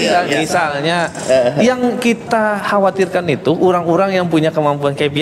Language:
Banjar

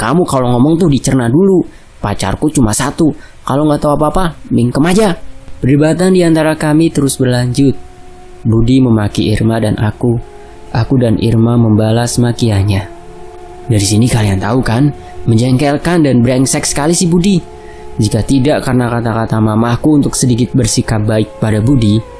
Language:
Indonesian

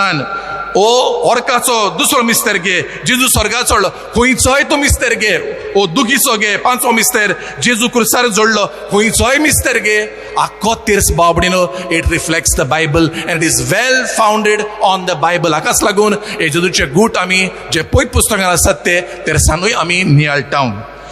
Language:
Konkani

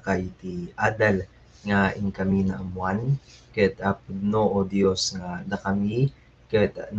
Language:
Iloko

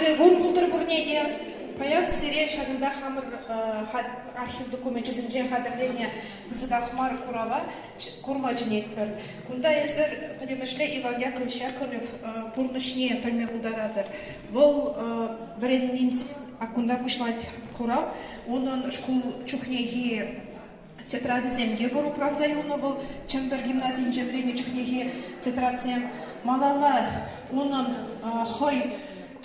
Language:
Chuvash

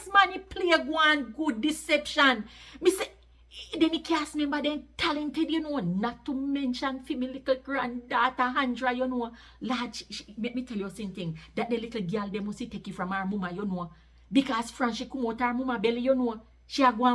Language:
Jamaican Creole English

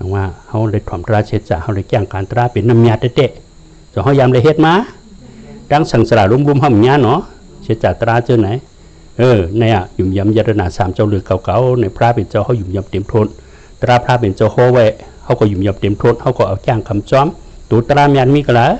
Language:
Shan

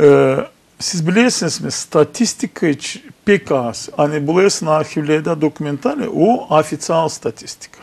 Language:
Gagauz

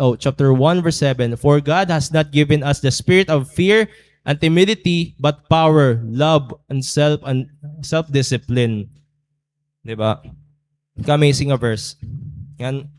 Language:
Waray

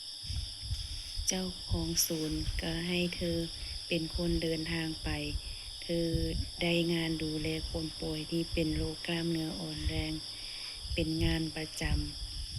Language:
Lao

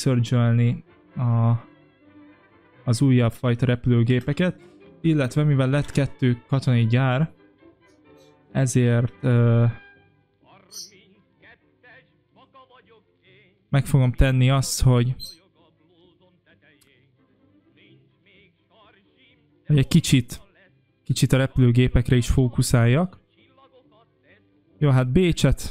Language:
Hungarian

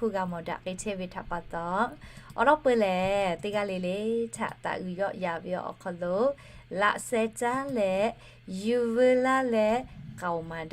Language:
Lahu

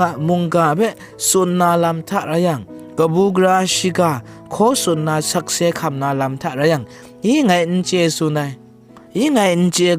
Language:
Kachin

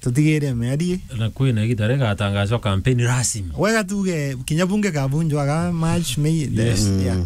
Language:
Meru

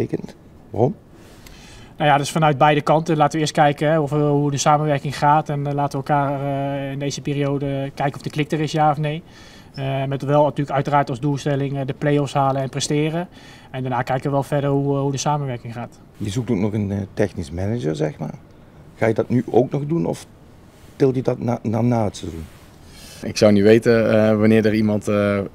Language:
Dutch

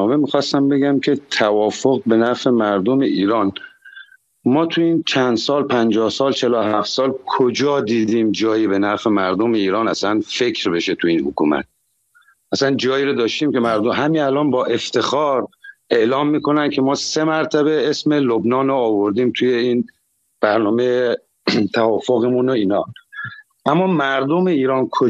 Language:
Persian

